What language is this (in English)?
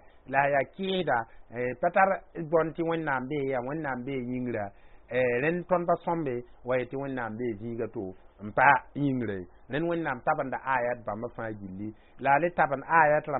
Mossi